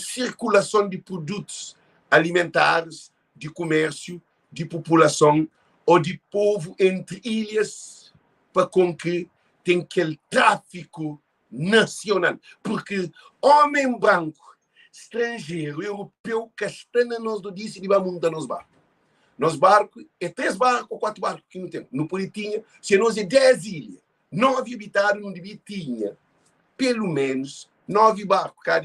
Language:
Kabuverdianu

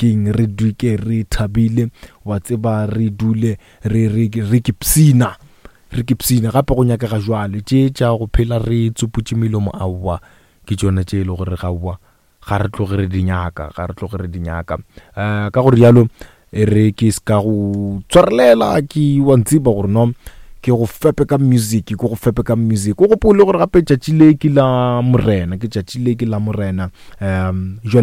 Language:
Northern Sotho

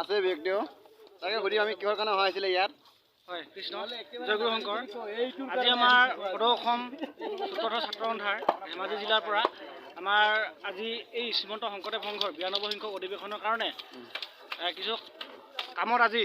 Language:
Assamese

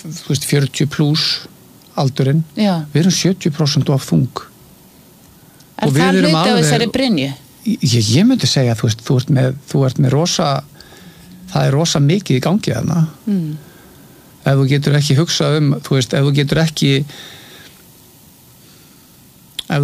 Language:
Icelandic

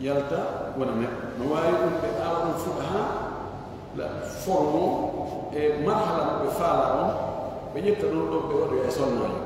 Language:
Fula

